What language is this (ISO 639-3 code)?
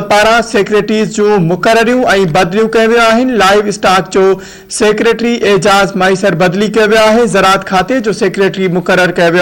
snd